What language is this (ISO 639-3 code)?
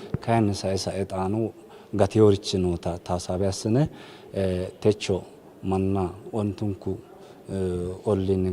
sid